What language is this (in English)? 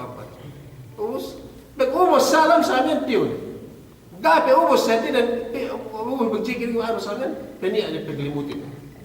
Yakan